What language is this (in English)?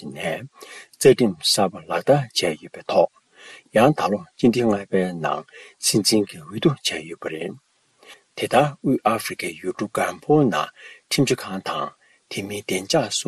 Tibetan